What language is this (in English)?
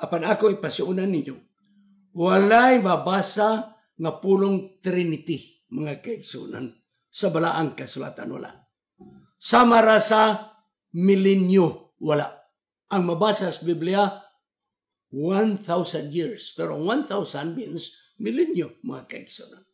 Cebuano